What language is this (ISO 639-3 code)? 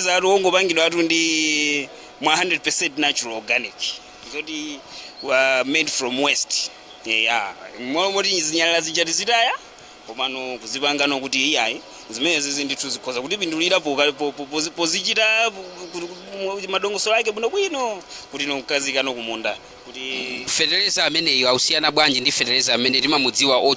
nya